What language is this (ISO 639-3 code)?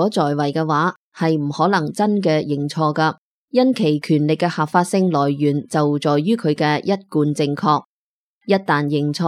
yue